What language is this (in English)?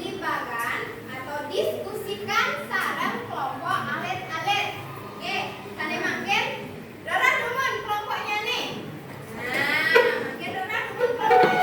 Balinese